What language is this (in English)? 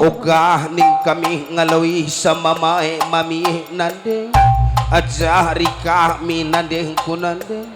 Batak Karo